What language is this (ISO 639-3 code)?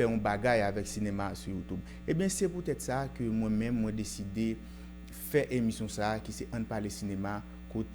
hat